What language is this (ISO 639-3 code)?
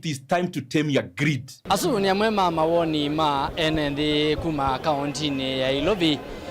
kam